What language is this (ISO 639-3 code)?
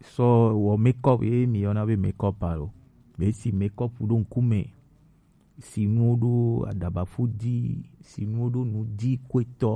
gej